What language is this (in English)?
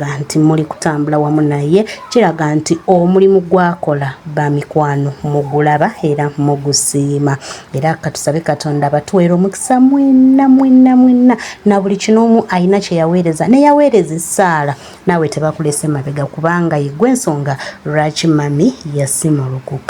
Ganda